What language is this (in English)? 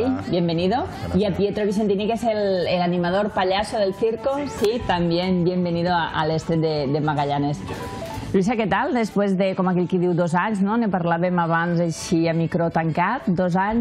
Catalan